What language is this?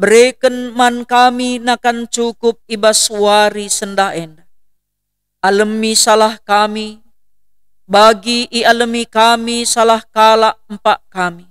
Batak Karo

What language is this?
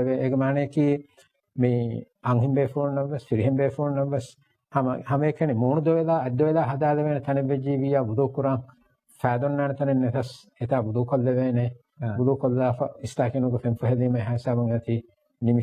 Divehi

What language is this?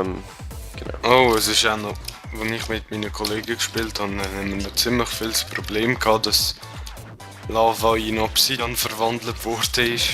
Swiss German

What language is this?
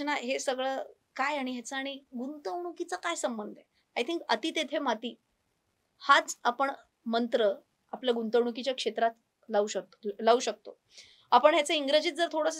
Marathi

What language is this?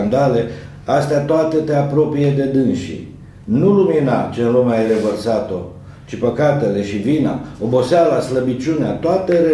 Romanian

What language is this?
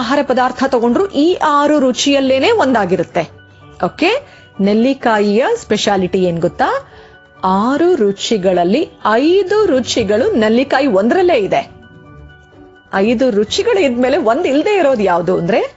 Kannada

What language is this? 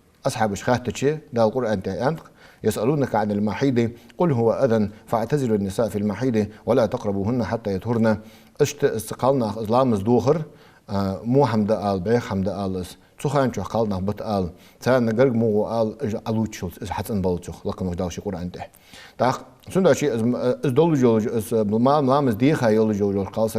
Ingush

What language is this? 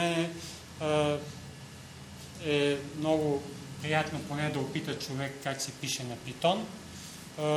Bulgarian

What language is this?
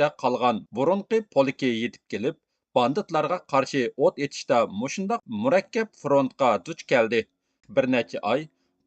Uyghur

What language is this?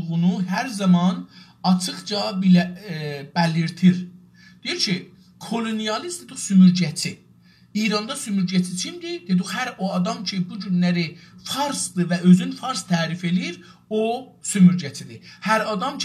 South Azerbaijani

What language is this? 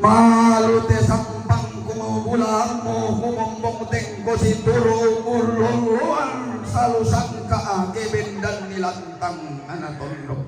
Toraja-Sa'dan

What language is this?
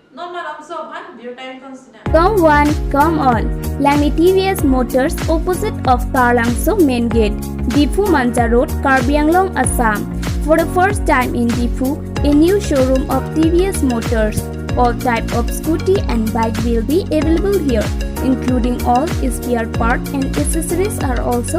Karbi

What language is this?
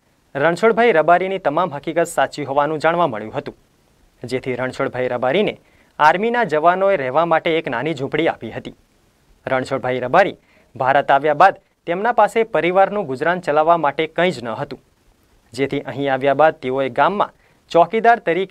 Gujarati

